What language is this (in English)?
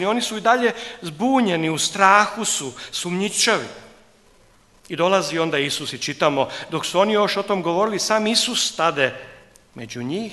Croatian